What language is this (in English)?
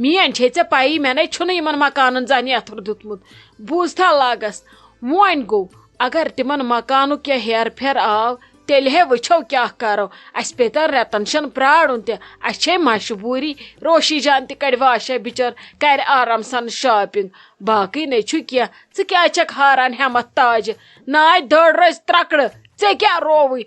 Kashmiri